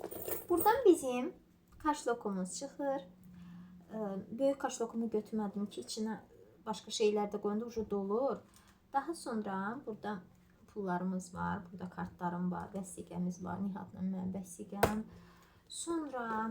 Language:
Azerbaijani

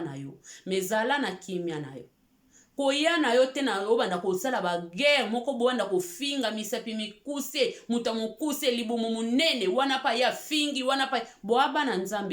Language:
Lingala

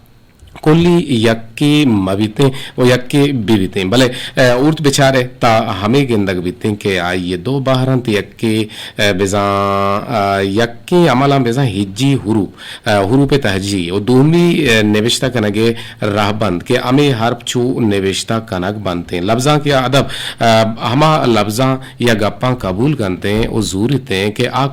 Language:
Eastern Balochi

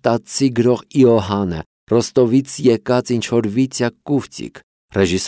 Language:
Armenian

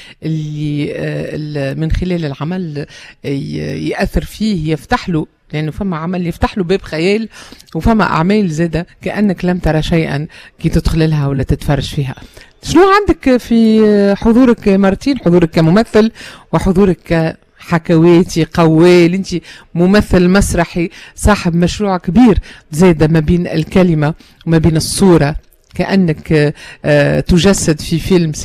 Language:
Tunisian Arabic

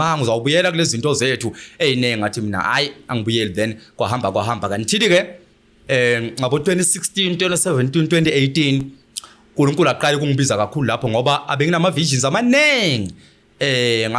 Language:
Zulu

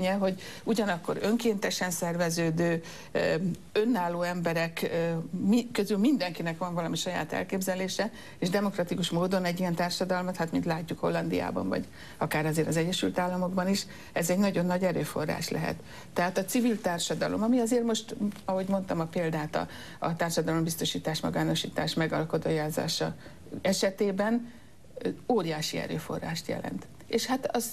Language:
Hungarian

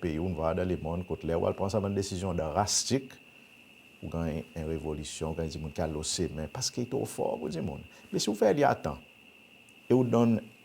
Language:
Seselwa Creole French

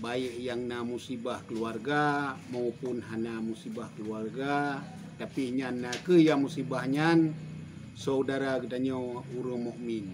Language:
Achinese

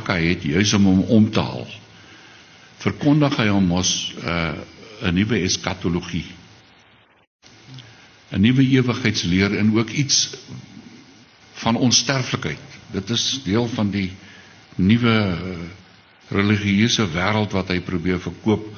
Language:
Afrikaans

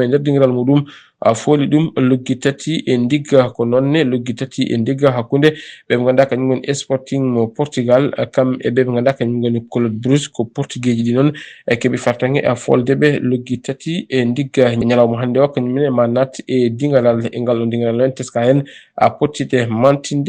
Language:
Fula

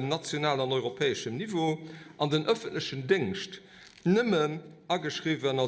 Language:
Luxembourgish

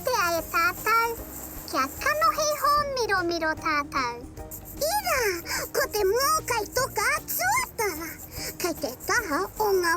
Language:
Māori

